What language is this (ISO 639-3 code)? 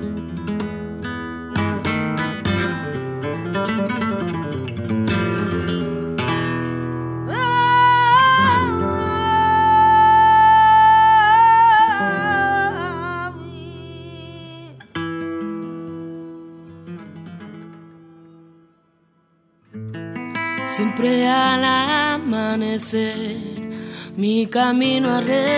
heb